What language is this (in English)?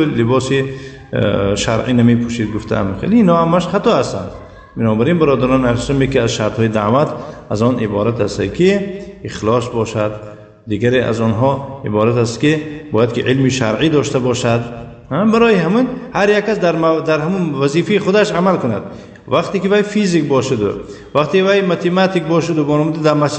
Tajik